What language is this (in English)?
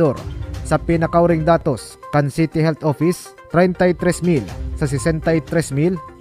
Bikol